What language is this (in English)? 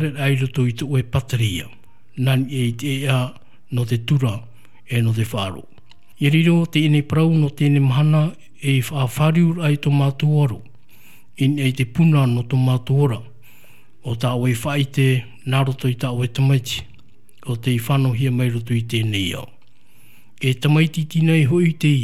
Tahitian